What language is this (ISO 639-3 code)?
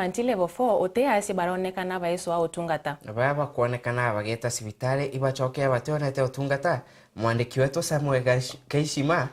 mer